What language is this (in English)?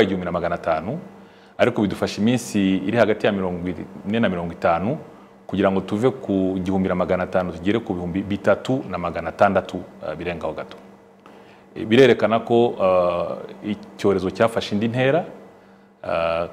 Kinyarwanda